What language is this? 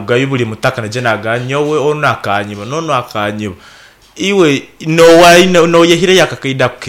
Nyankole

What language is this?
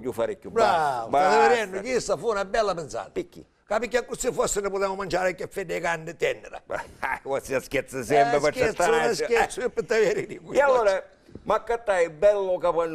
Sicilian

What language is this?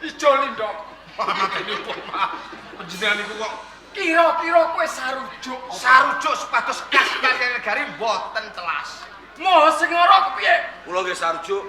Javanese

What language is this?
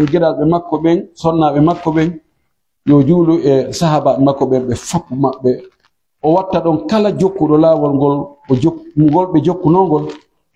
Pular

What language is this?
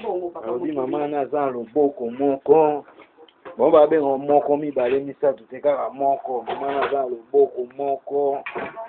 Lingala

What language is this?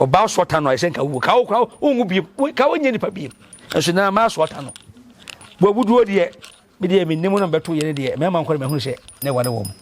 Akan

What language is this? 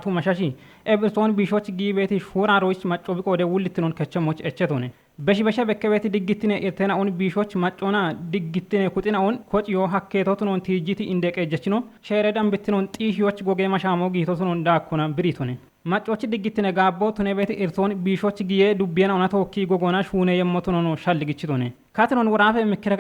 Kafa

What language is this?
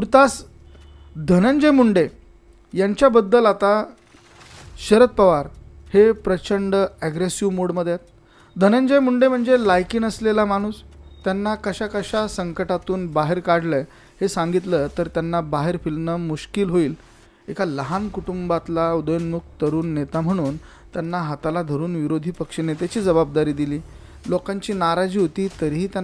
Marathi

